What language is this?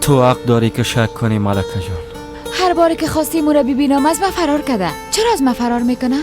Persian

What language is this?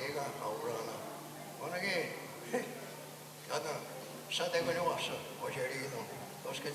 Mohawk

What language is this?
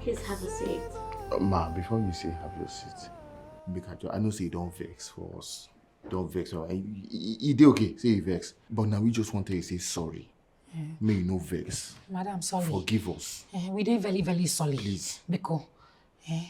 Nigerian Pidgin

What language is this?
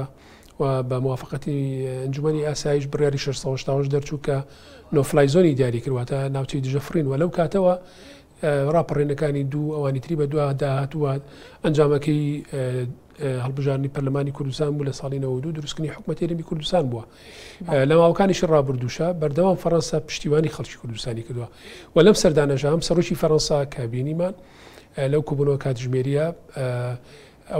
Central Kurdish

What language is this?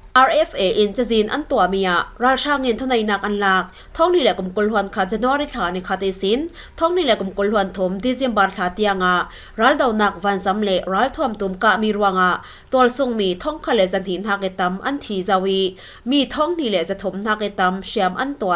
Falam Chin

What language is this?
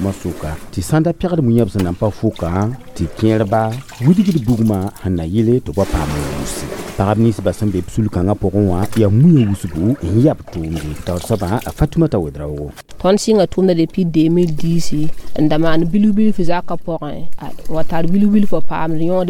Mossi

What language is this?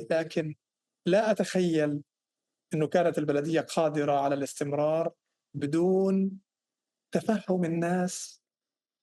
North Levantine Arabic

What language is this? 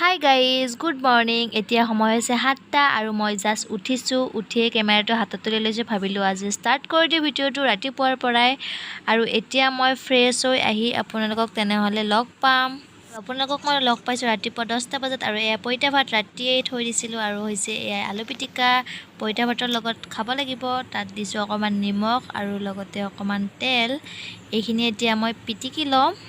Assamese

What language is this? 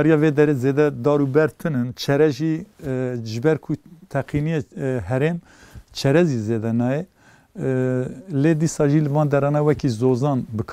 Kurdish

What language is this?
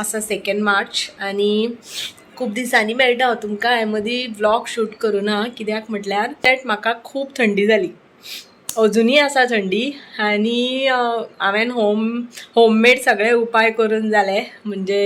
Konkani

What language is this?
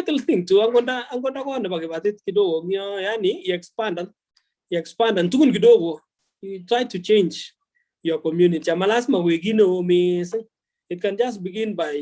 Kalenjin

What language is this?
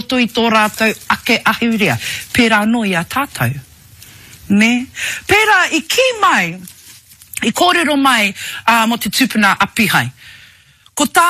Māori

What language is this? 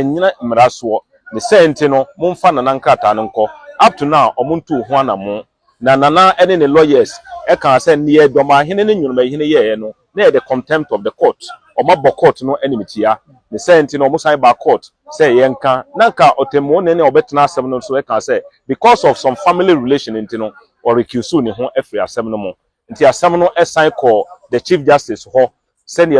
Akan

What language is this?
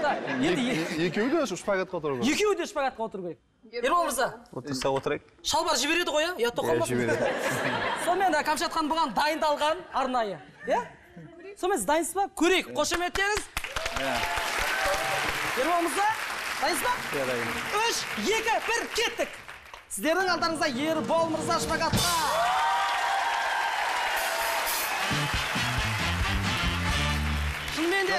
Kazakh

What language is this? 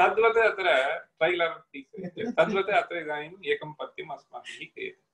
Sanskrit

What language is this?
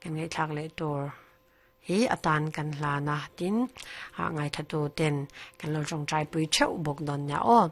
Mizo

